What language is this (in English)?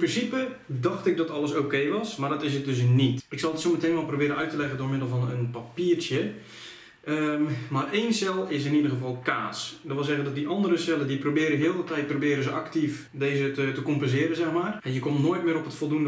Dutch